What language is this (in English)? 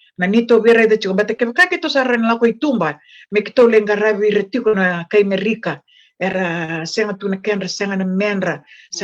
Fijian